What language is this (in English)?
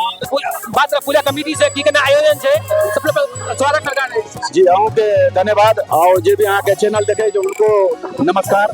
Maithili